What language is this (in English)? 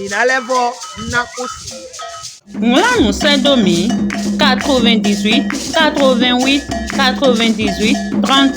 Fon